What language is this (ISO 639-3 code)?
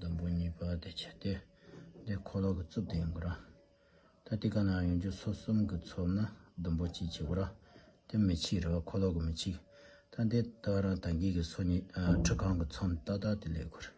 bod